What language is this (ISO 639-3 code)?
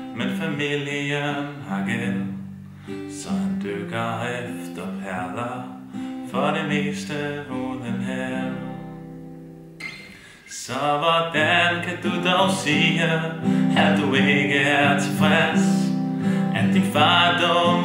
dan